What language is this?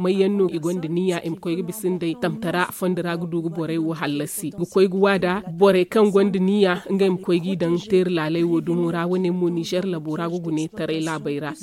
Zarma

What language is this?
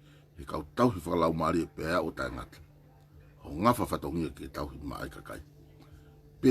Tongan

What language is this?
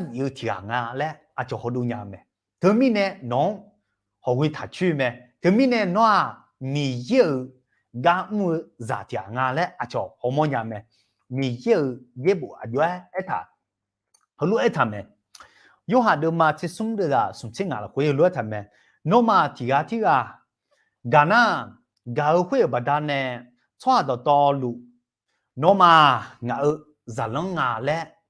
Akha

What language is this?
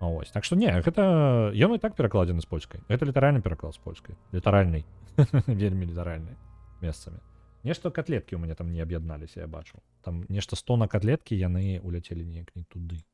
Belarusian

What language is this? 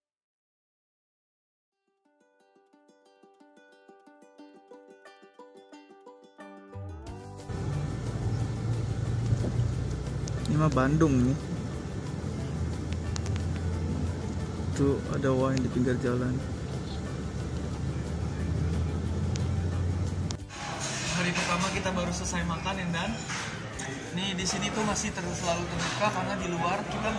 Indonesian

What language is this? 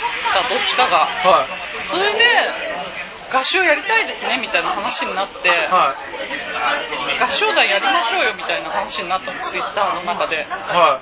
Japanese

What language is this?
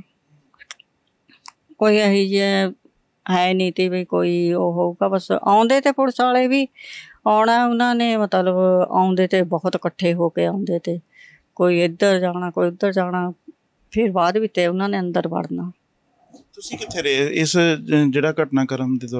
Punjabi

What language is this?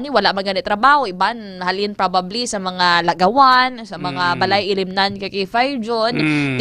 Hiligaynon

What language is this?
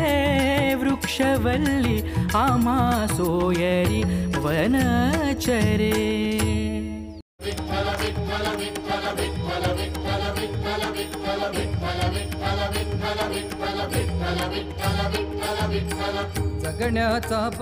Marathi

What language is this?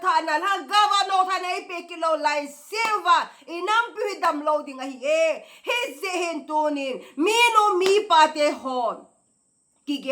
Thado Chin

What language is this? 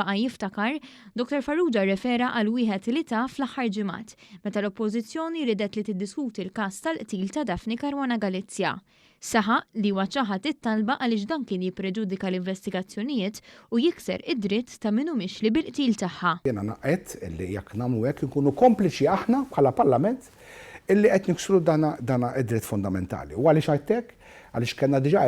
Maltese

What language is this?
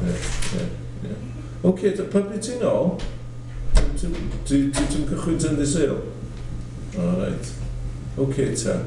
Welsh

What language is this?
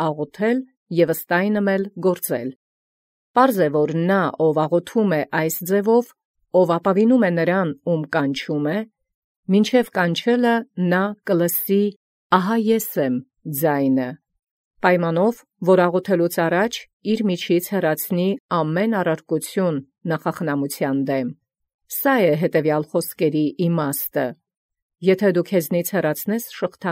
Armenian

